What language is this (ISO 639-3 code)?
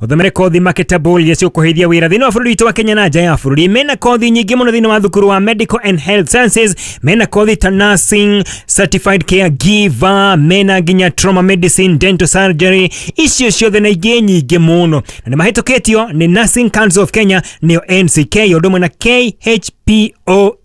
kik